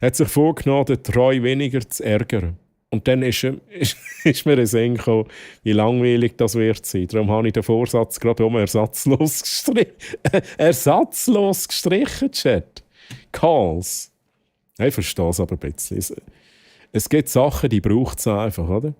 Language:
Swiss German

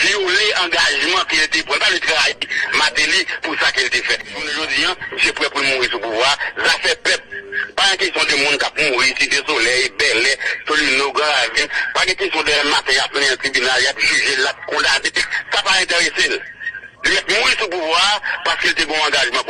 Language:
Haitian Creole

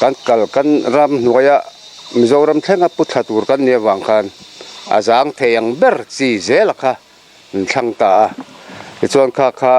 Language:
Mizo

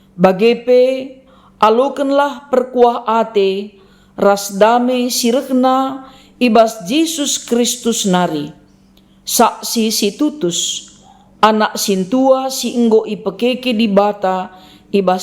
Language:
Batak Karo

